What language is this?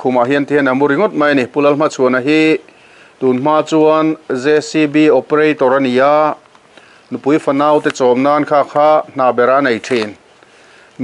Mizo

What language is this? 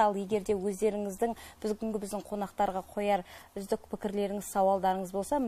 Kara-Kalpak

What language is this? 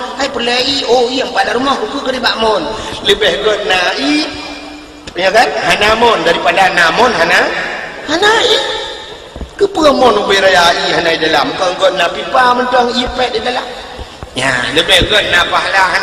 Achinese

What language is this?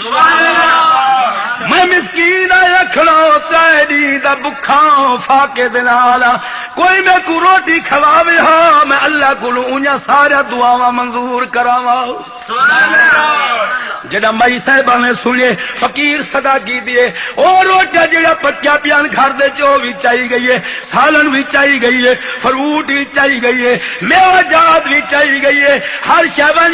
Saraiki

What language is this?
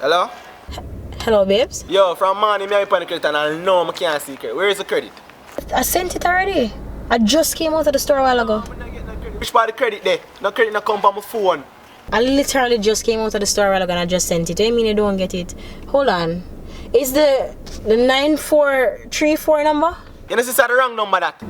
Jamaican Creole English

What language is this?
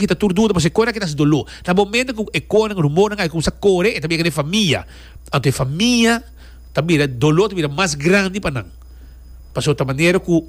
Papiamento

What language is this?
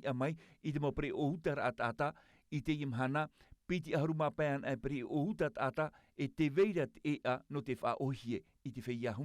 Tahitian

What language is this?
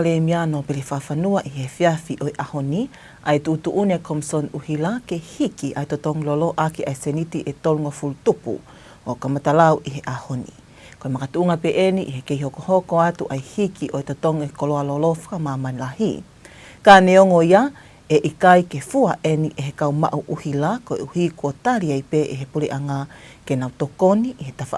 Tongan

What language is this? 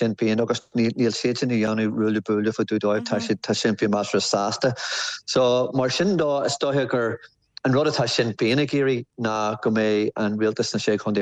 Irish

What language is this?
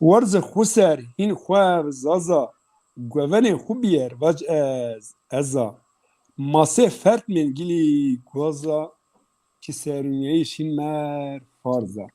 Zaza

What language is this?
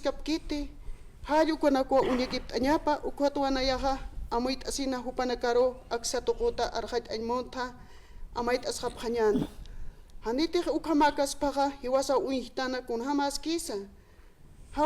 Aymara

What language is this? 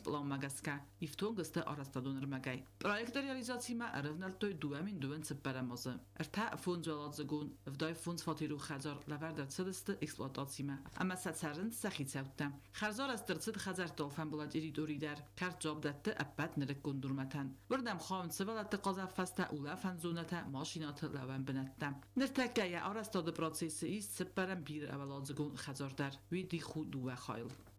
Ossetic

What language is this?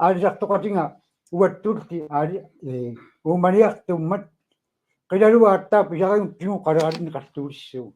Kalaallisut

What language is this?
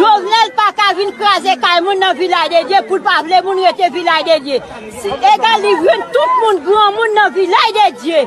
Haitian Creole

